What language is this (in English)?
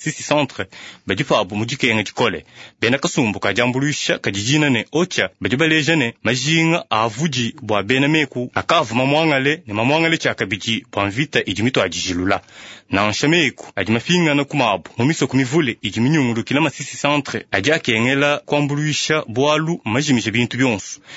Luba-Lulua